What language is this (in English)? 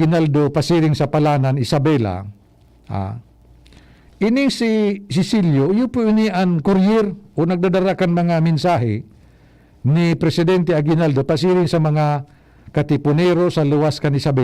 Bikol